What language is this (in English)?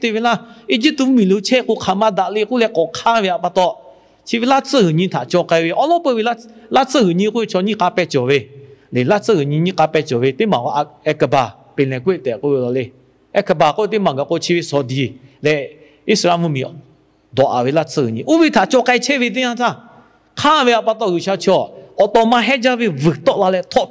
Lahu